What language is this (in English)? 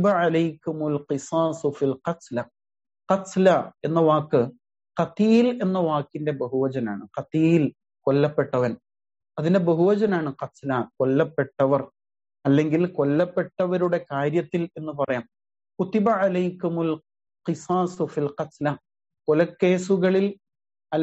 Malayalam